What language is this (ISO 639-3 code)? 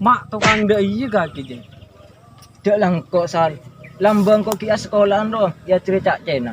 mad